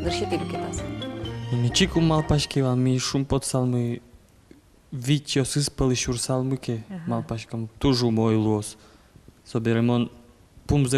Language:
Udmurt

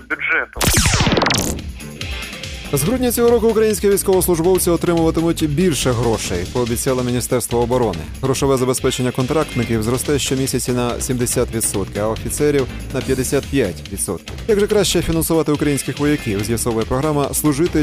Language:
Ukrainian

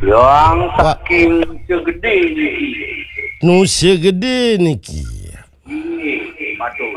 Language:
Balinese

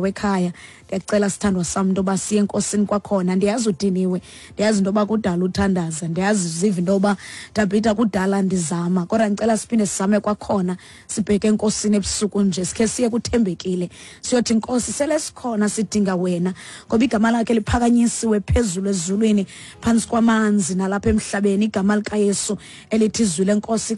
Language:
Xhosa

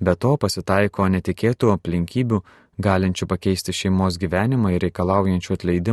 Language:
Lithuanian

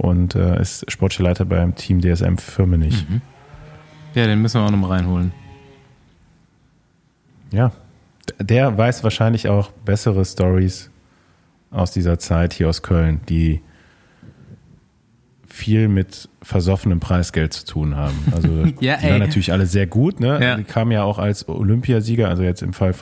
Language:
German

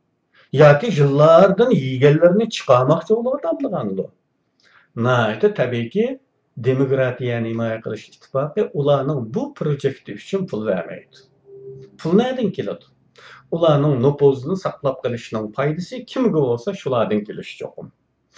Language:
Uyghur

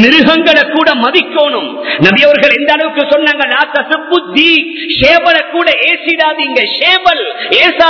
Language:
Tamil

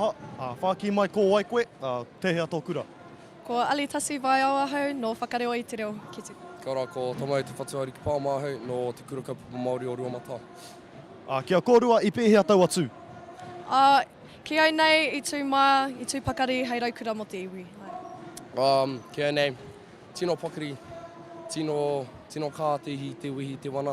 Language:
Māori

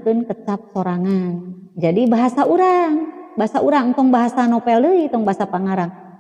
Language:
Sundanese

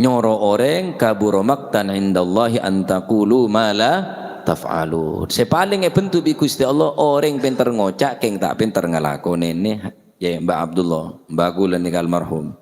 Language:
Madurese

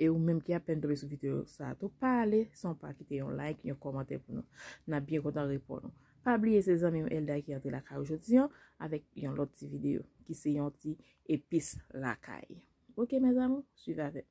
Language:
Haitian Creole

